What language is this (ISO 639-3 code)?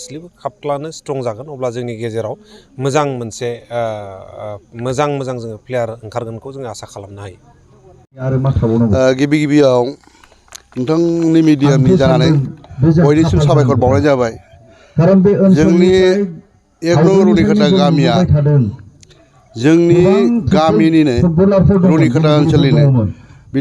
brx